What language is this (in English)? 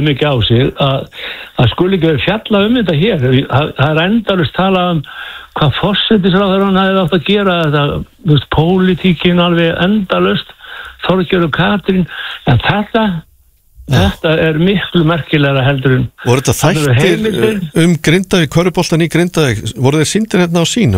Icelandic